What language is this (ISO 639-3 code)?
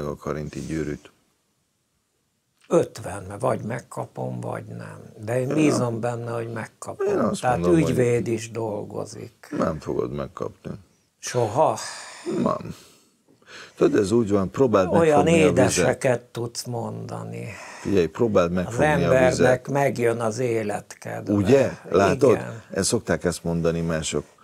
hun